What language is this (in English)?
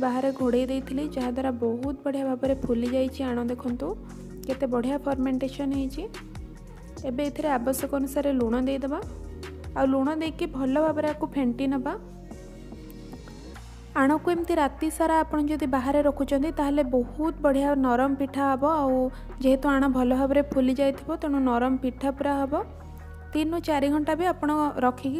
Odia